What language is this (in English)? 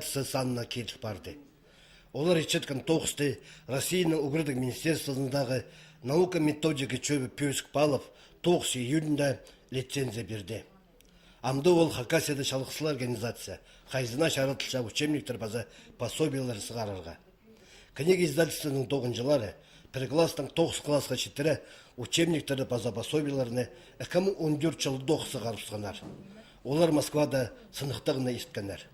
Khakas